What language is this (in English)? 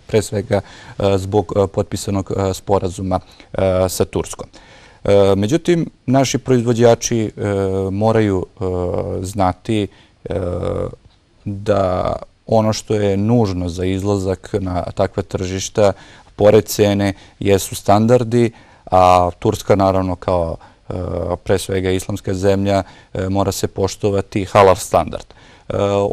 Bosnian